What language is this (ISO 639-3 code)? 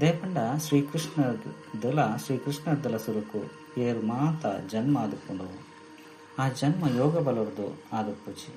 tcy